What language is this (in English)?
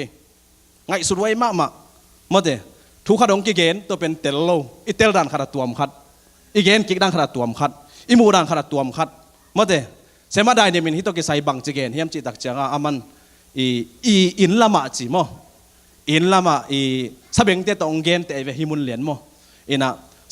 Tedim Chin